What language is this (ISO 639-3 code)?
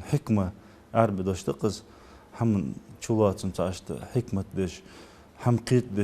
inh